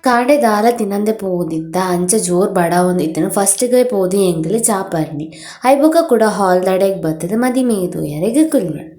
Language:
Tulu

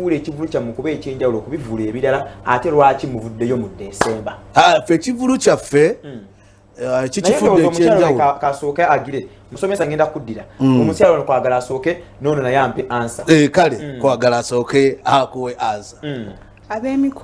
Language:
Ganda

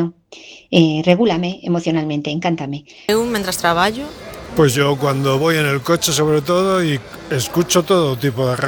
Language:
Galician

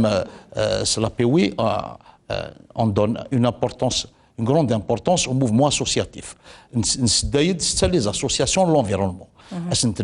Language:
Kabyle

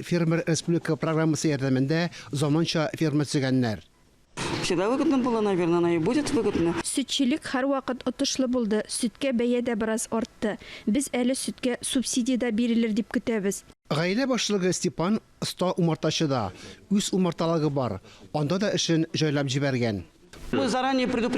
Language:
Tatar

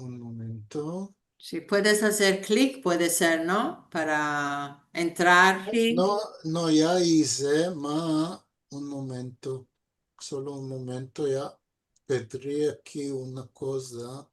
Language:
Ladino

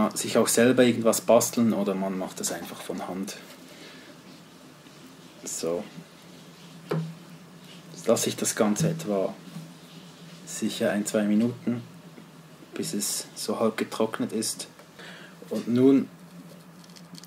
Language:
German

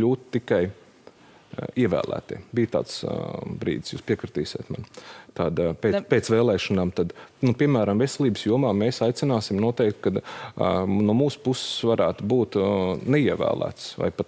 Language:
Latvian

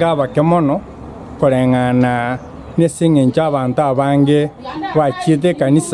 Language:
Gusii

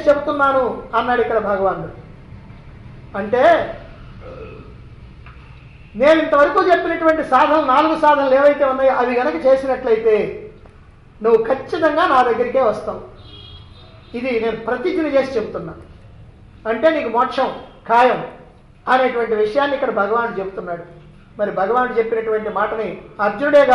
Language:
Telugu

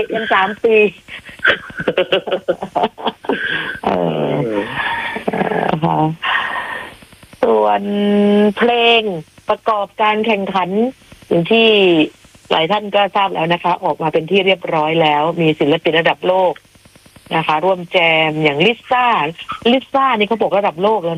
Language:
Thai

